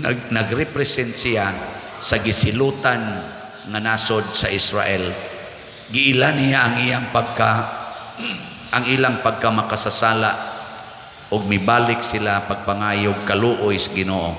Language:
Cebuano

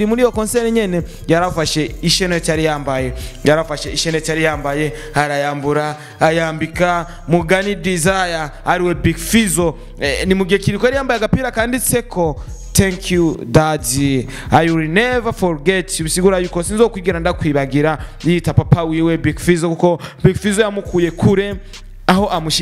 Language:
Rundi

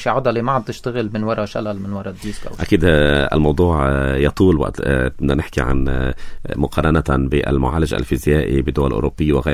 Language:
North Levantine Arabic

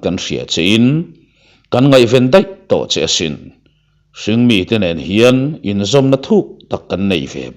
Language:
Mizo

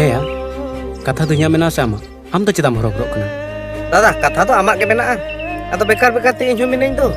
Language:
Santali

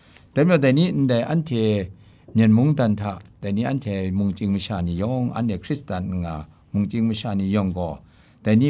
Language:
Kachin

